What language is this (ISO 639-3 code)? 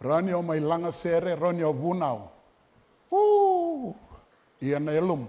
fij